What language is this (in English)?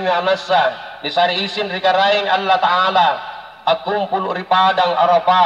Makasar